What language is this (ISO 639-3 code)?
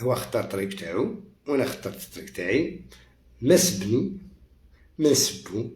arq